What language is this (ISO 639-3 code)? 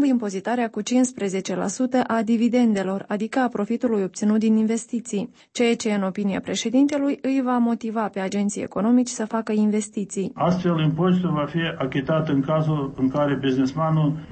ron